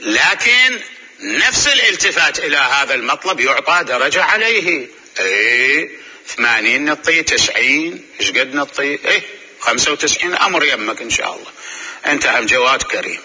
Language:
Mesopotamian Arabic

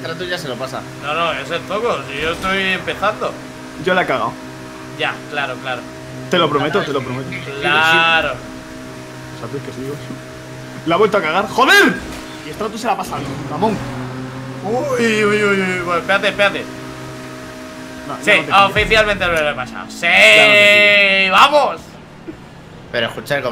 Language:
Spanish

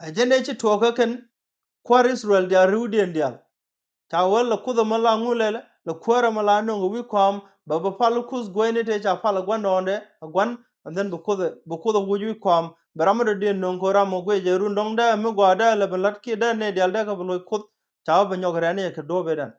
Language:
Nuer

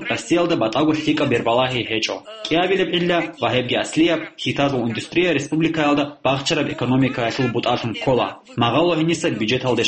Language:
Avaric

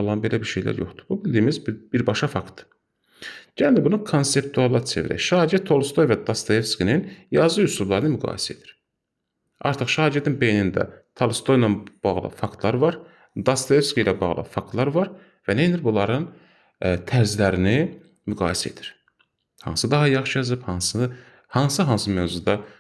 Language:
Azerbaijani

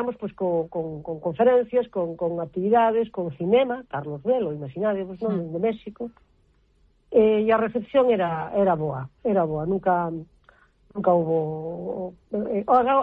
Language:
Galician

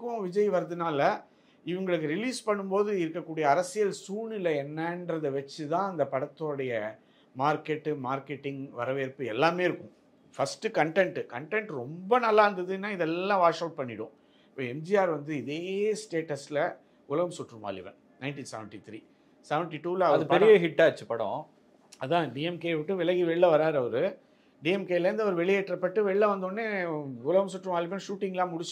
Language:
Tamil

